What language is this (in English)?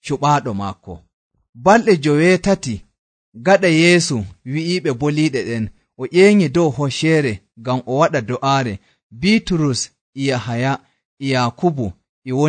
Nigerian Fulfulde